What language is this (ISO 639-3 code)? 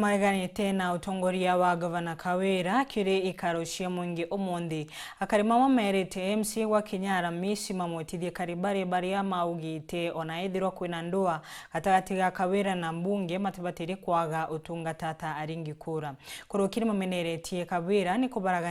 mer